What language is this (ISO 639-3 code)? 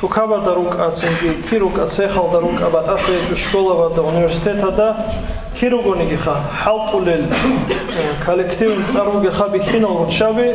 ava